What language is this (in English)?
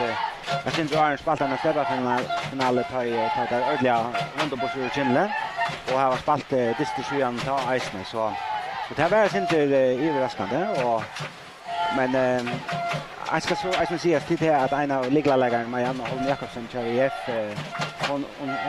Faroese